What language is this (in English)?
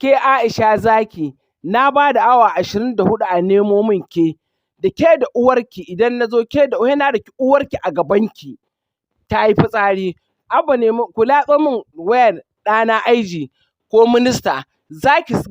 Hausa